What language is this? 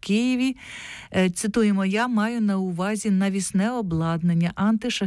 Ukrainian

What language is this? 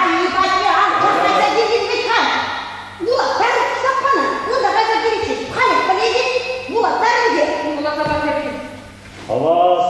Chuvash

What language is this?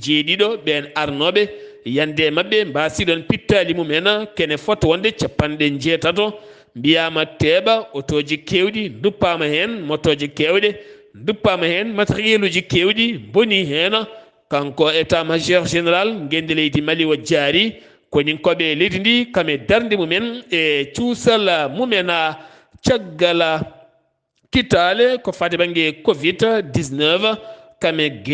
Fula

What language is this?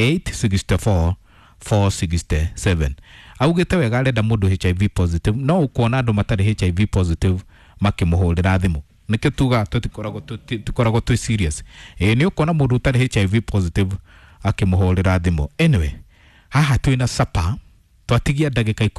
Kikuyu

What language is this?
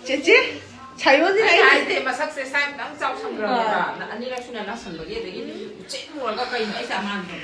Manipuri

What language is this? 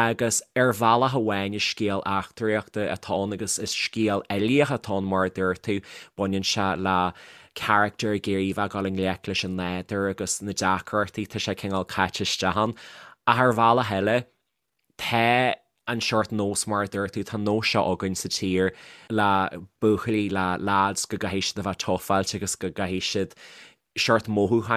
Irish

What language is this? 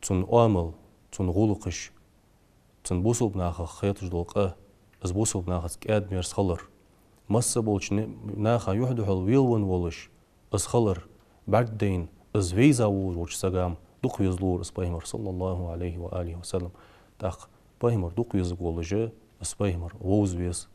Ingush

